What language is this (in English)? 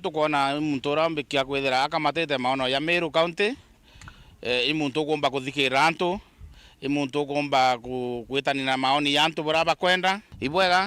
Meru